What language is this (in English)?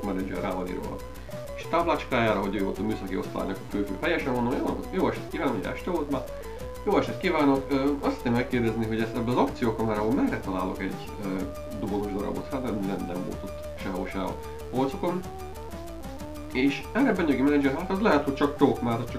Hungarian